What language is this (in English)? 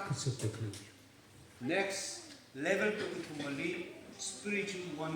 Tangkhul Naga (India)